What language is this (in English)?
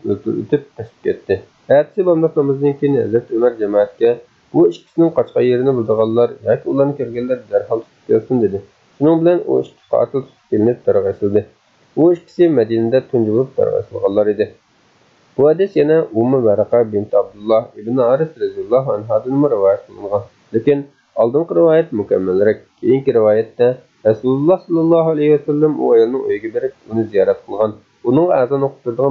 Uyghur